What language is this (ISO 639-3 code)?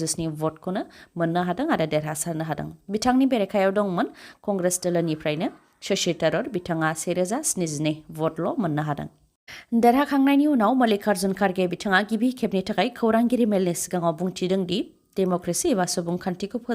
brx